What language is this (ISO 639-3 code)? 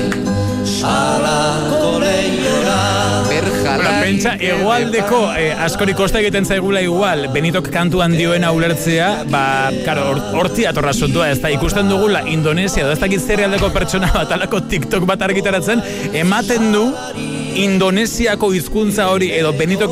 eus